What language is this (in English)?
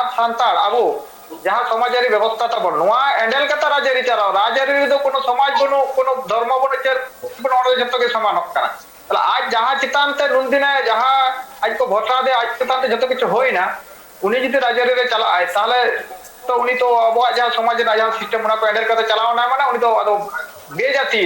Santali